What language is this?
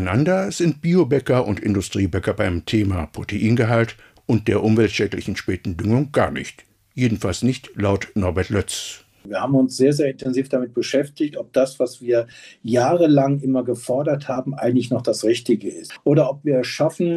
German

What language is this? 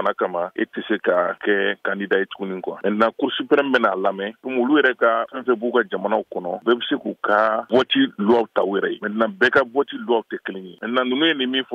Bambara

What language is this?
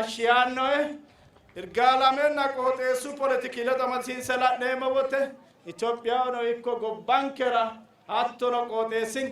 Sidamo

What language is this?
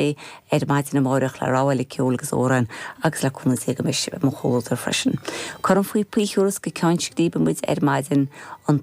Irish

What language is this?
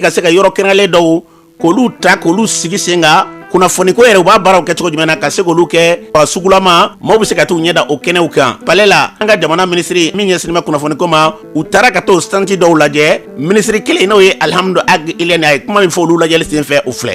Bambara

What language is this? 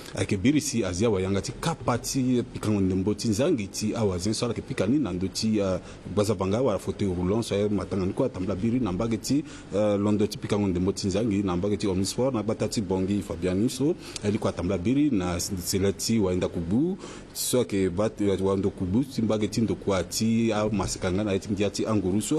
Sango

